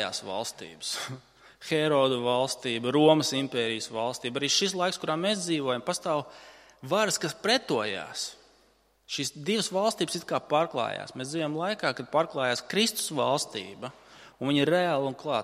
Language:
Latvian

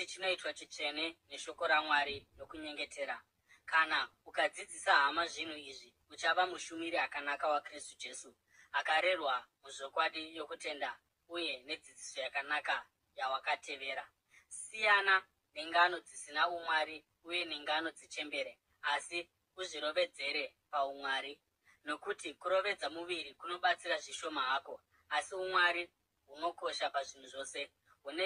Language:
Shona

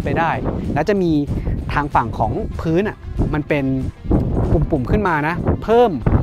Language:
Thai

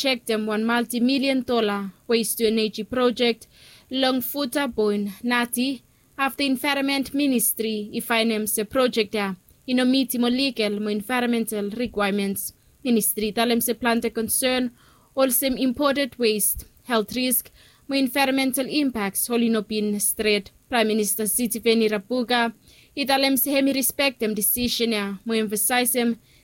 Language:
Bislama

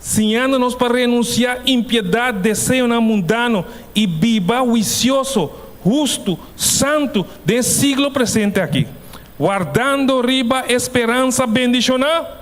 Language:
Papiamento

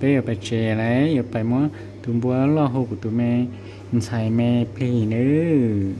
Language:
Hmong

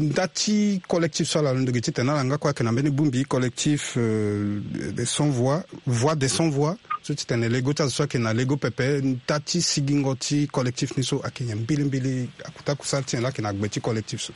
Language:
Sango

